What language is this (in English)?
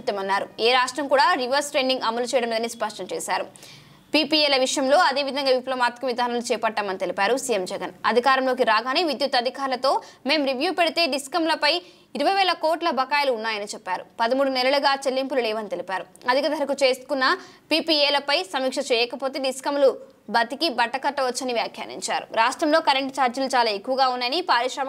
Telugu